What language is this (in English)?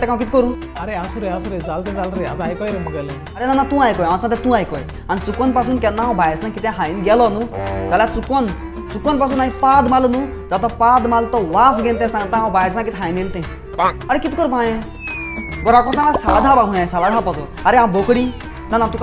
Konkani